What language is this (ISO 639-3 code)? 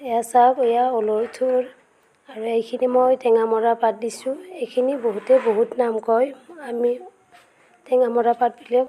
asm